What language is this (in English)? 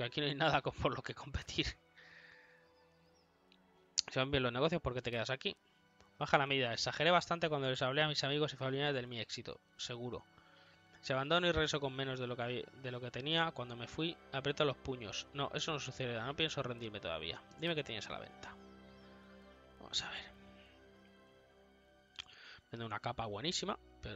Spanish